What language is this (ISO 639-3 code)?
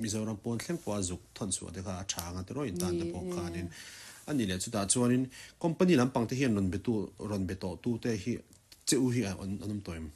lus